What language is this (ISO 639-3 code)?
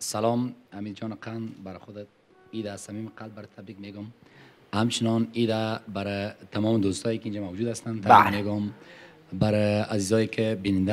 fas